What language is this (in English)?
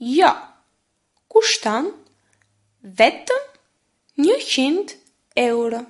Albanian